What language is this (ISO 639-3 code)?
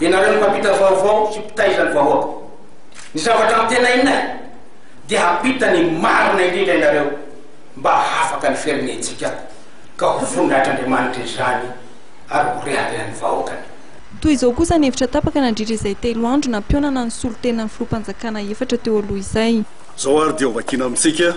mlg